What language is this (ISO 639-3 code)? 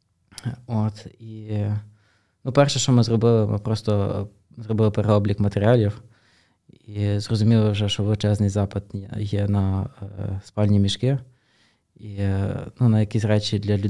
ukr